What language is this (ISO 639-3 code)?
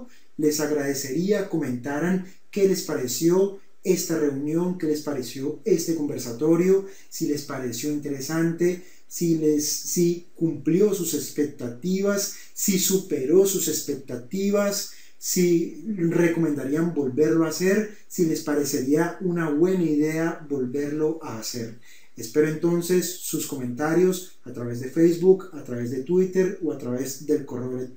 spa